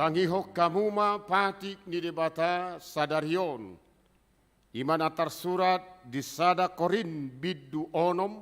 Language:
Batak Toba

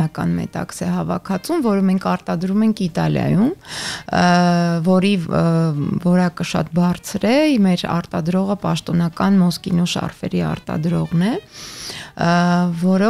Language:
Armenian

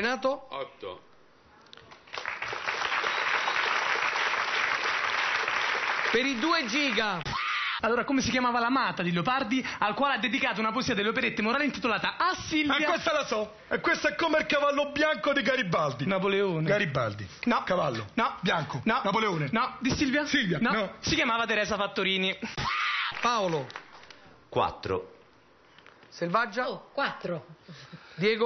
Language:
Italian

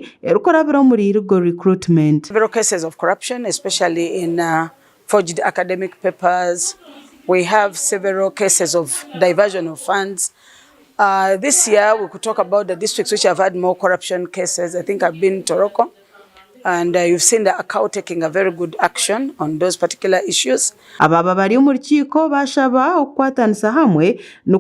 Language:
Nyankole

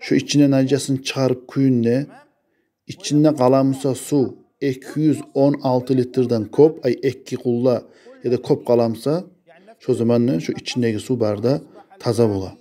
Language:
Kumyk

